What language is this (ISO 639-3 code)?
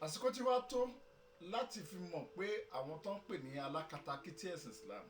yor